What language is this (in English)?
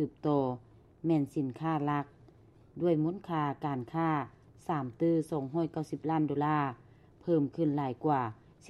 Lao